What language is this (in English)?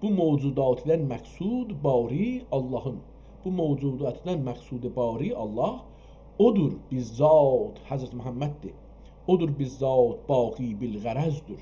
South Azerbaijani